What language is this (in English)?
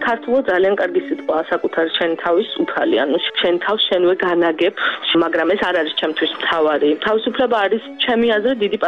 Georgian